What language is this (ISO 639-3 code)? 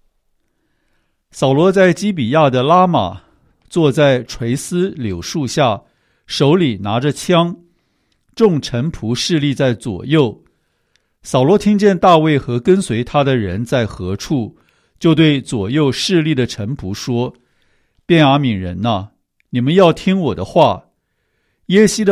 zho